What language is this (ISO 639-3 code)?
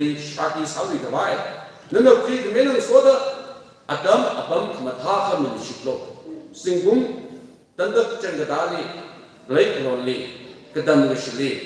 nmf